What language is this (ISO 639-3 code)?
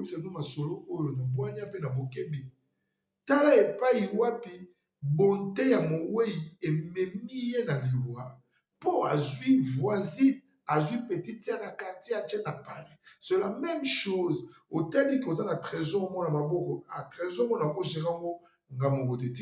lin